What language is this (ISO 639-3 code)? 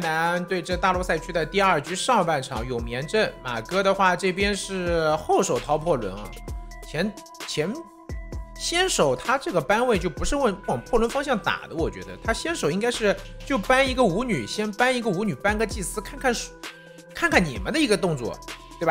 zho